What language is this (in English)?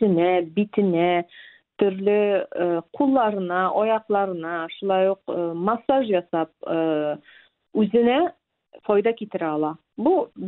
Tatar